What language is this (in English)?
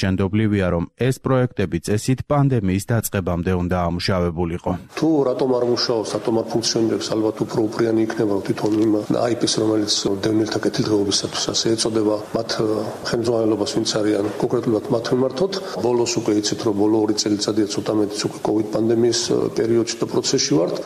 Georgian